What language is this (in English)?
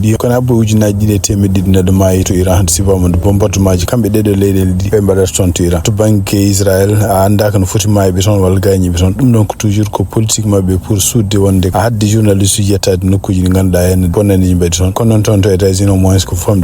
Fula